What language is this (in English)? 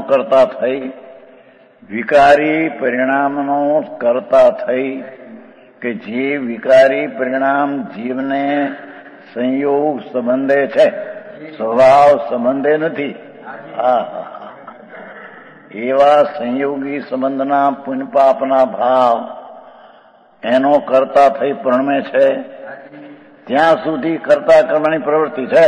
Gujarati